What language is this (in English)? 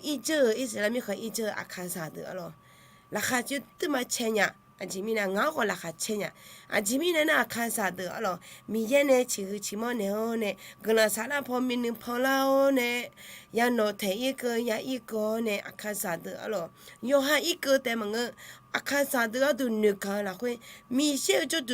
Akha